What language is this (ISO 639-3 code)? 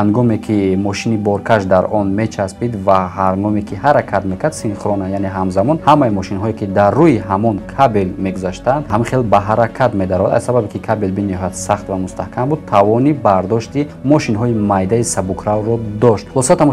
tgk